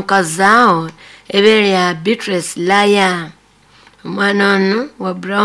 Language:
Nyoro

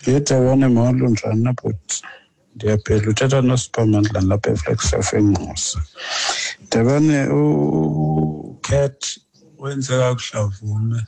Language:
Xhosa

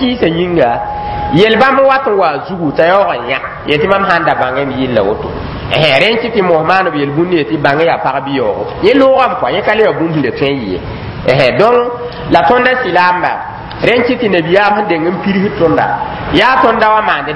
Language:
Mossi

